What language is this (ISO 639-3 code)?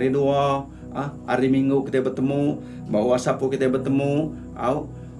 iba